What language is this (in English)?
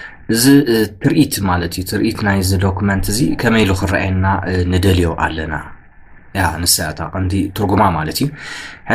Tigrinya